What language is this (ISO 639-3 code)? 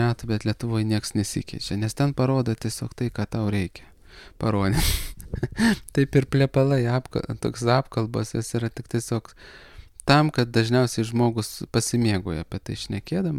lit